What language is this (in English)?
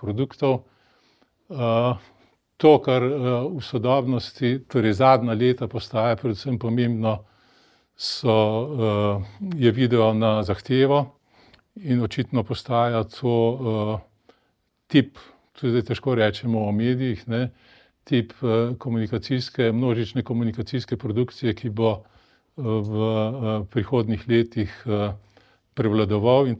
Slovenian